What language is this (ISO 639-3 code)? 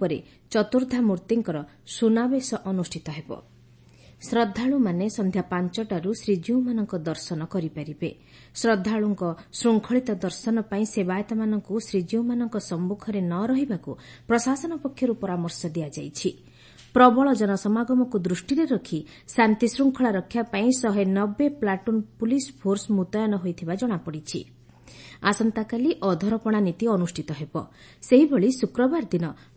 ori